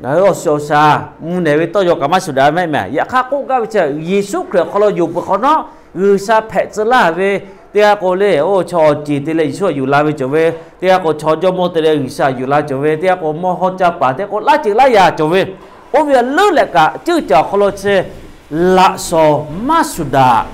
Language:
Lahu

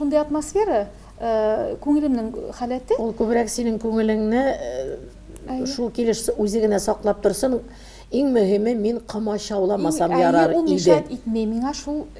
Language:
Tatar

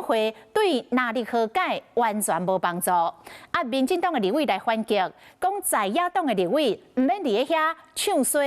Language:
Min Nan Chinese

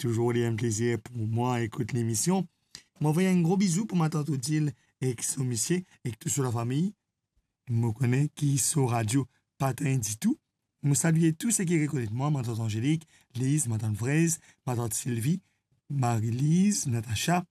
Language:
Morisyen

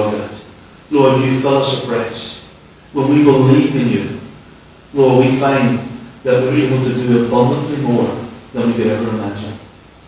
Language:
English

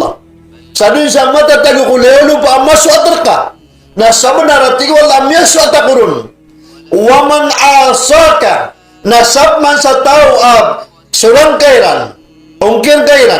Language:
Maranao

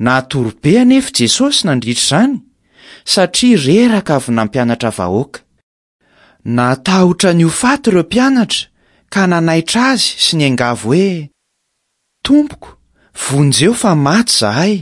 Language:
Malagasy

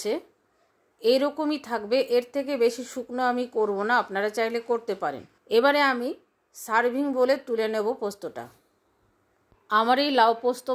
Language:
Bangla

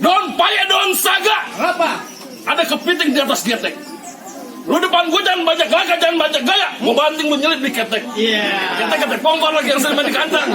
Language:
Betawi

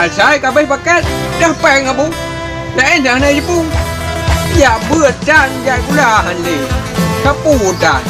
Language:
Achinese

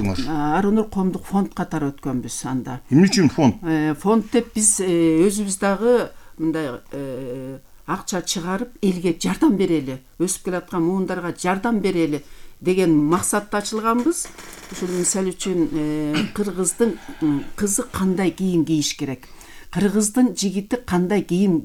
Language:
Kyrgyz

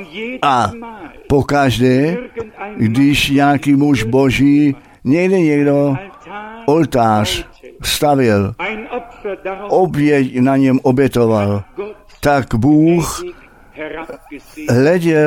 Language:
Czech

